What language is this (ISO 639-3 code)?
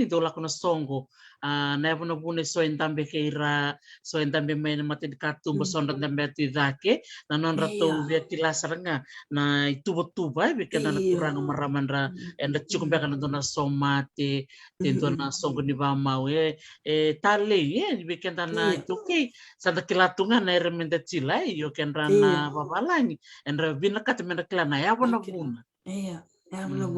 fij